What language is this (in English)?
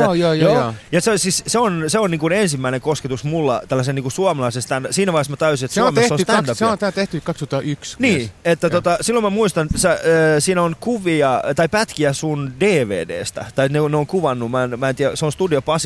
Finnish